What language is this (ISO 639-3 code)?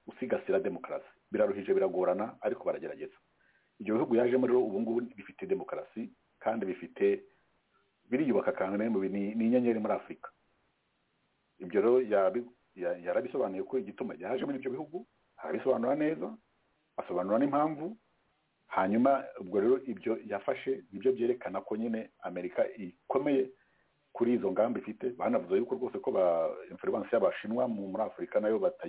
kin